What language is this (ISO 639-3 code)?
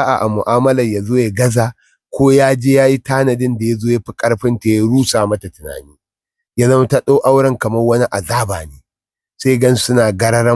hau